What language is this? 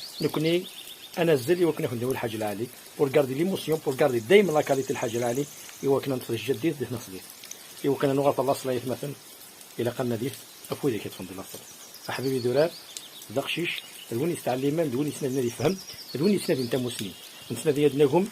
Kabyle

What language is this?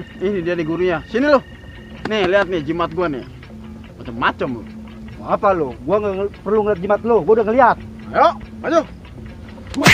Betawi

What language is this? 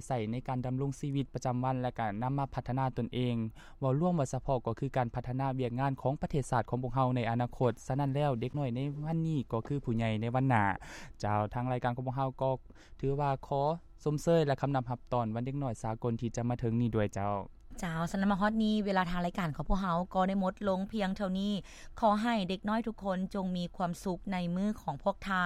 Lao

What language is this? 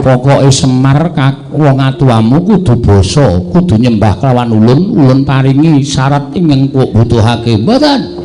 Javanese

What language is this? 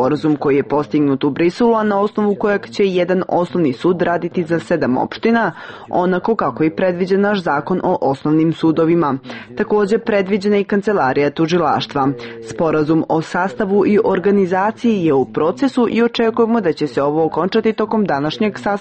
Serbian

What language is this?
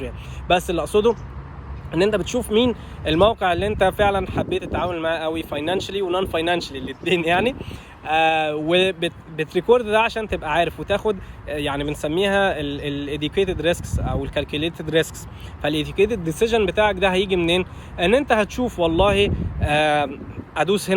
Egyptian Arabic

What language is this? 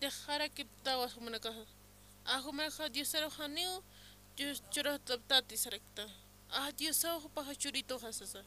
Aymara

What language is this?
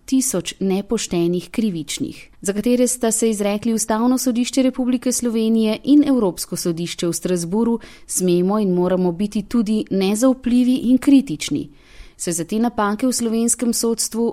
Slovenian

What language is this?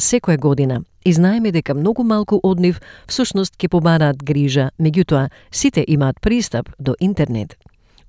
Macedonian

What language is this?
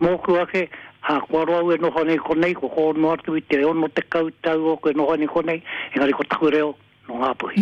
Māori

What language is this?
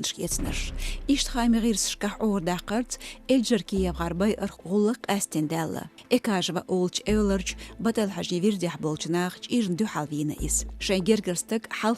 Chechen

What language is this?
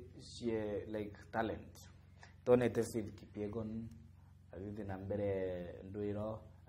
Meru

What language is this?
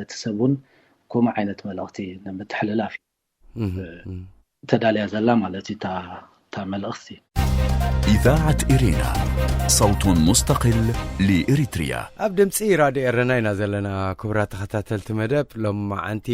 Tigrinya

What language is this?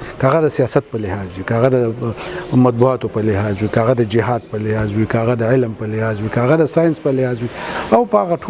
Pashto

